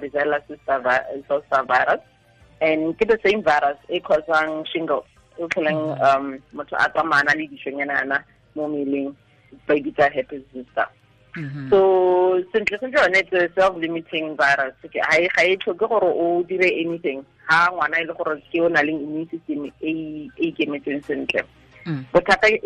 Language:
Tswana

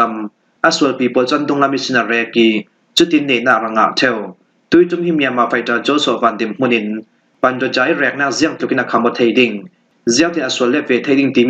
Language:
Falam Chin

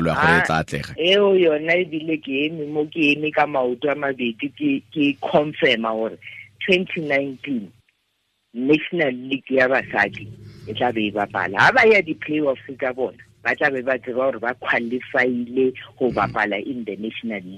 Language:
Tswana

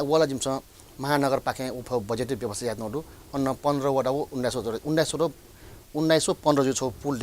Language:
Newari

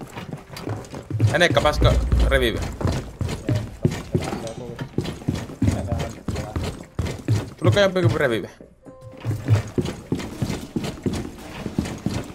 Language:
Finnish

